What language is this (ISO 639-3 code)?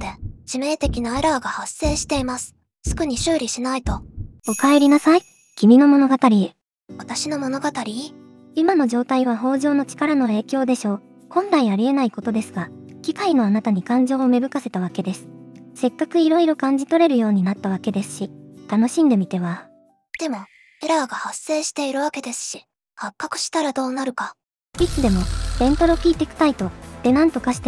jpn